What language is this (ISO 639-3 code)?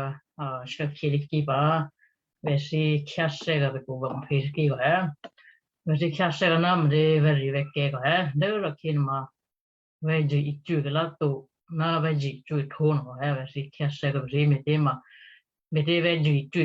kyu